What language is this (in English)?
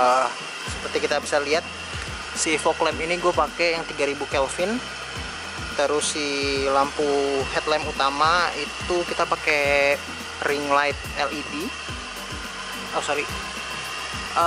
Indonesian